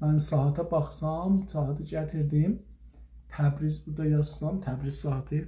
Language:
South Azerbaijani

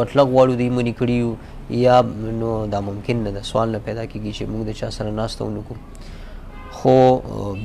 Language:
Pashto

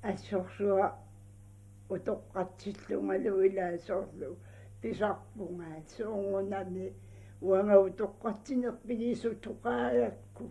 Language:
Kalaallisut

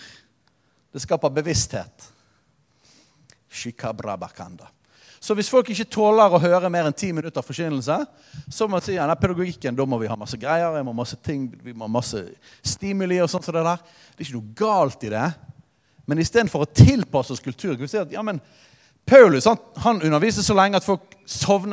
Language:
Norwegian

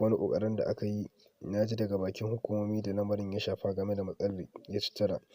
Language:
Hausa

